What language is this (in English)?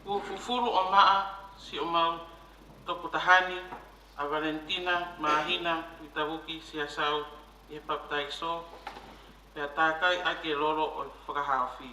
Tongan